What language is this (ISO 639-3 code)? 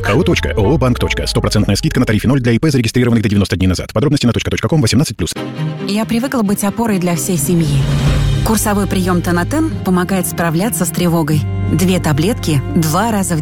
rus